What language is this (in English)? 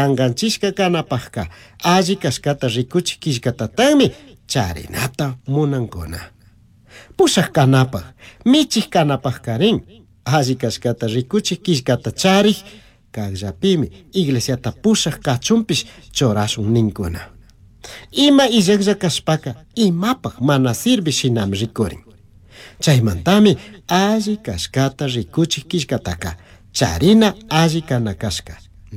Chimborazo Highland Quichua